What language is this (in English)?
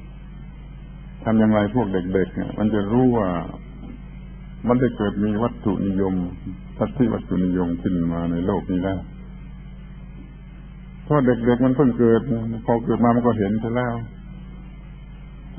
Thai